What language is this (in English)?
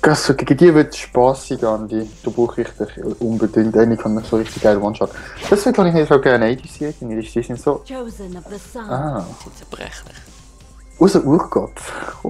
Swiss German